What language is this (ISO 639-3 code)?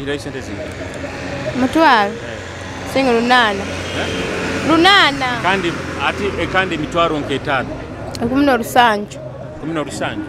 nyo